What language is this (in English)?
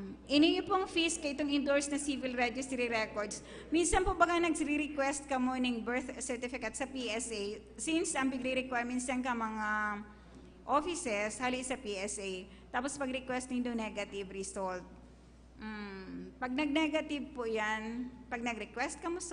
Bikol